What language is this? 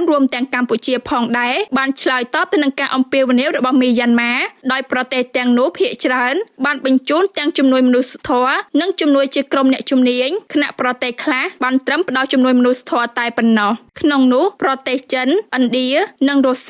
Khmer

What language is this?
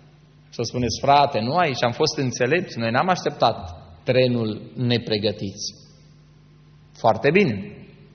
Romanian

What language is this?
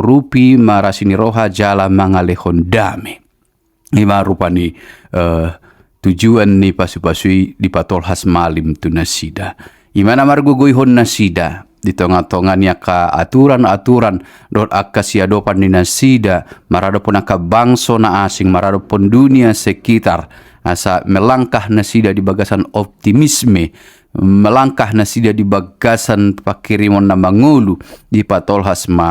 Batak Toba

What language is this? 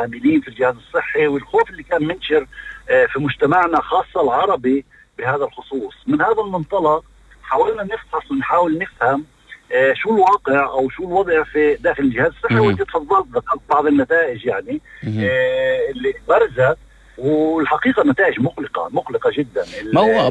North Levantine Arabic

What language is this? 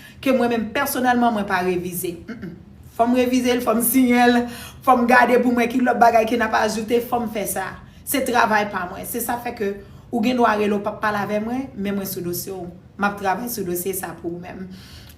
Haitian Creole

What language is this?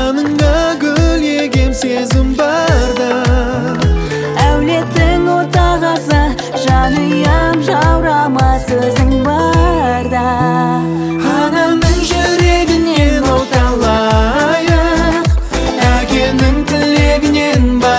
Kazakh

